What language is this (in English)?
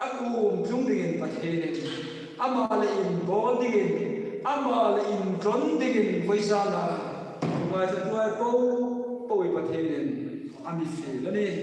Hmar